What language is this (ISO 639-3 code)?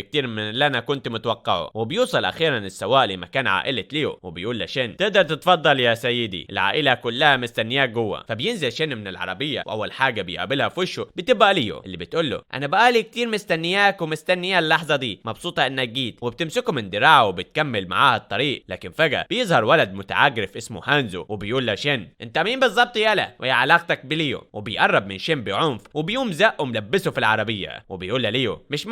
arz